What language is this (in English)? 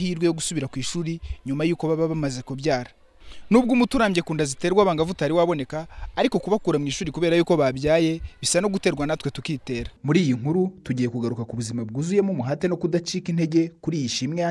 Kinyarwanda